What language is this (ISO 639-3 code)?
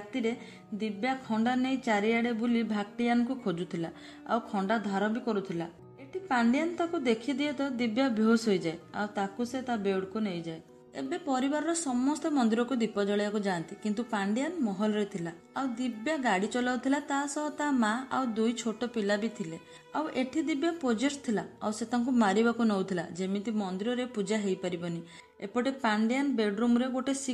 ori